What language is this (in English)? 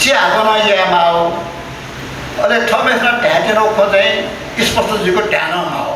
Newari